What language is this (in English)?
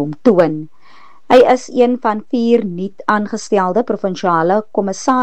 Afrikaans